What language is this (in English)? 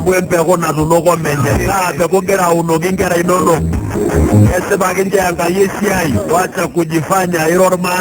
Masai